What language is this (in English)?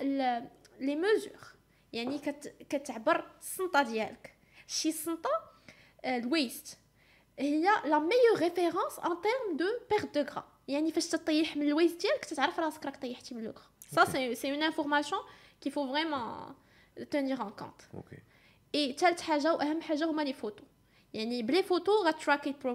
Moroccan Arabic